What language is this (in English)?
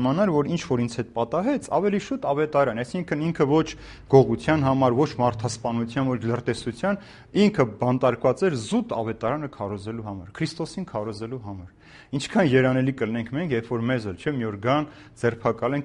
Armenian